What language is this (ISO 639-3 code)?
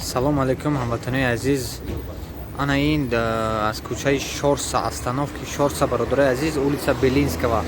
tgk